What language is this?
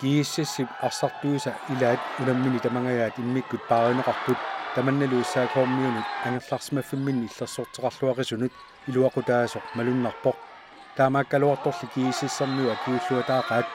Kalaallisut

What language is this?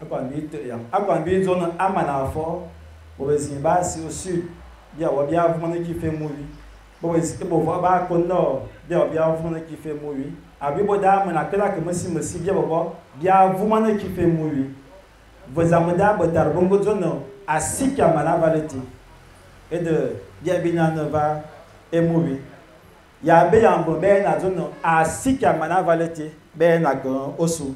Fang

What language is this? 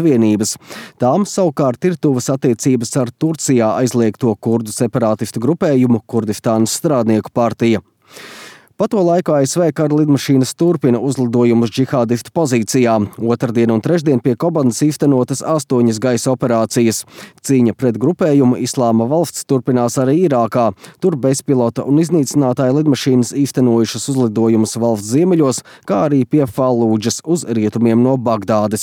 Latvian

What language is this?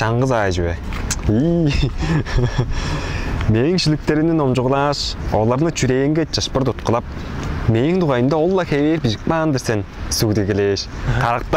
Tuvinian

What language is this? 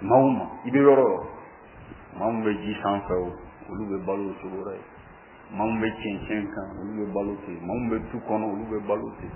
Bambara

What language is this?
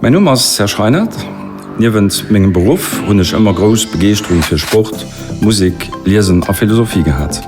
Luxembourgish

